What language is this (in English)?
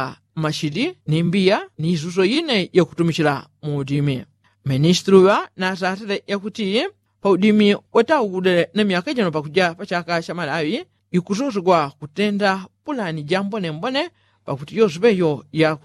Yao